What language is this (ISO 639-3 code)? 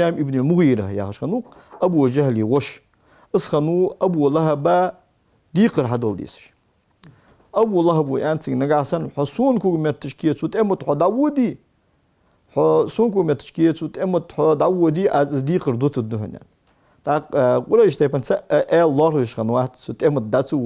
inh